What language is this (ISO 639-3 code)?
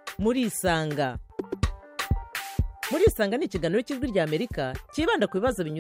kin